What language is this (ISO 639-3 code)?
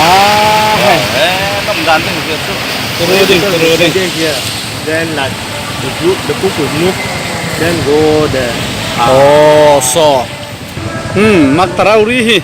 cfm